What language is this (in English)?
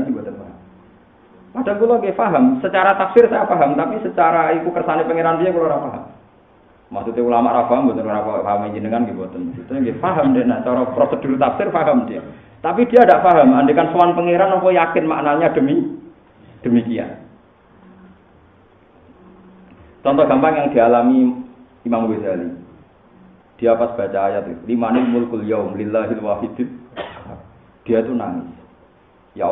Indonesian